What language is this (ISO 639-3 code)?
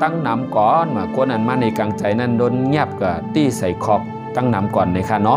shn